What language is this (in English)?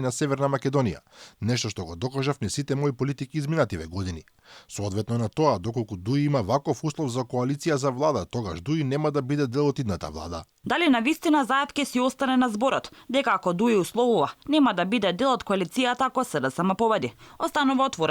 Macedonian